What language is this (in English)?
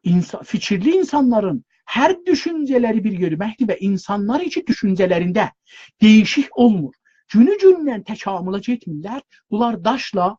South Azerbaijani